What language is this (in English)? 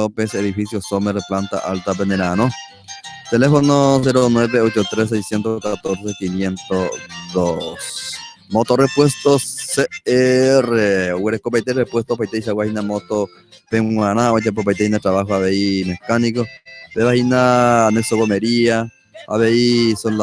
Guarani